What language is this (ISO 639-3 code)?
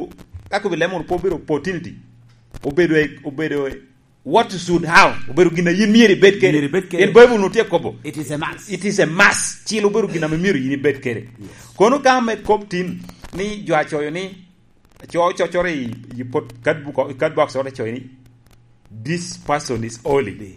laj